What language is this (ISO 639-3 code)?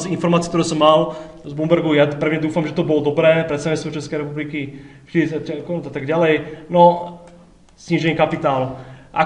slk